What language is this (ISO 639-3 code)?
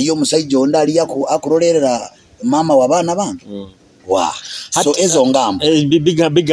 nyo